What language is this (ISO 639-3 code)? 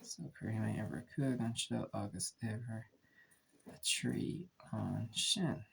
gle